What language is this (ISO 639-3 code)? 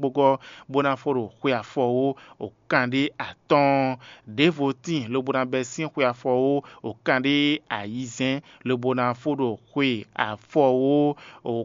fon